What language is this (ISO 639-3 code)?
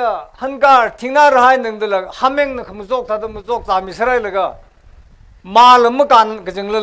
nmf